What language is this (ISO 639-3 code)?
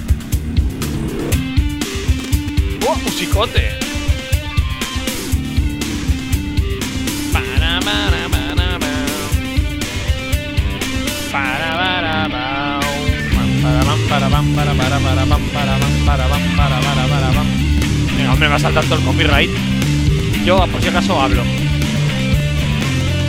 spa